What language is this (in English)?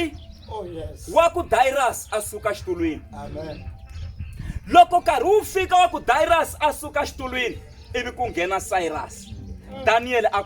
Tsonga